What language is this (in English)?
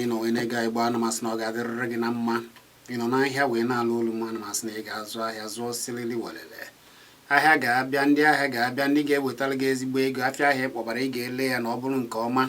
Igbo